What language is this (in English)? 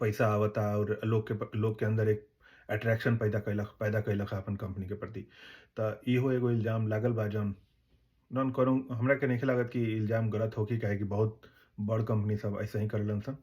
Bhojpuri